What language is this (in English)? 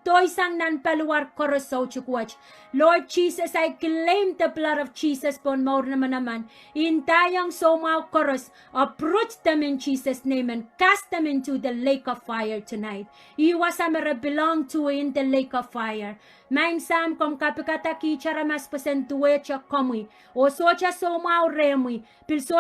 Pohnpeian